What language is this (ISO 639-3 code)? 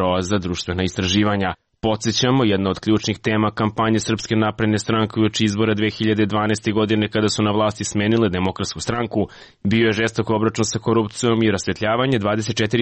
srp